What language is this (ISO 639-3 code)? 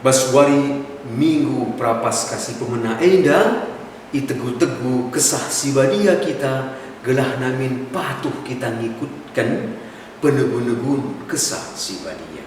btx